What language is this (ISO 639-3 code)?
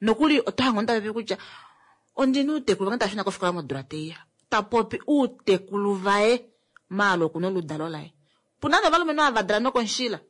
kua